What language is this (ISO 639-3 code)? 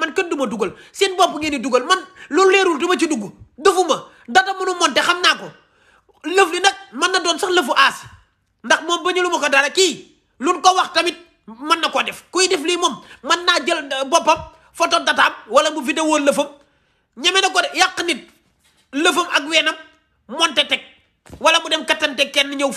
wol